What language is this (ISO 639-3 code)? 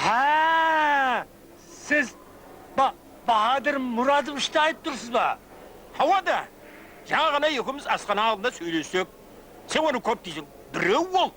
kaa